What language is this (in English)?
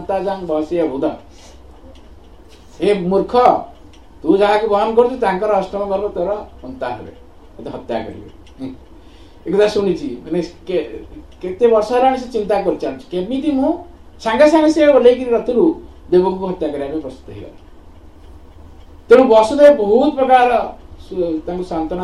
Odia